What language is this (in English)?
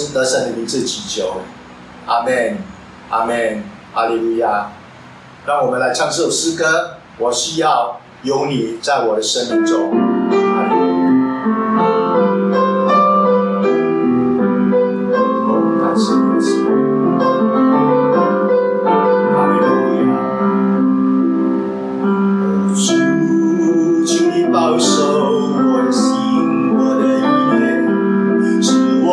Chinese